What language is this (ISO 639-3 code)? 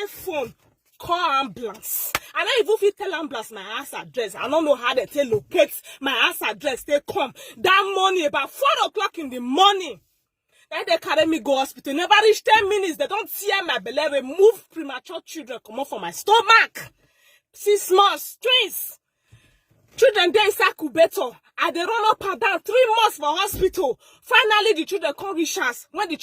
pcm